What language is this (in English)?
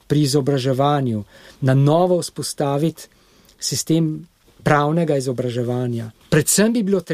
Slovenian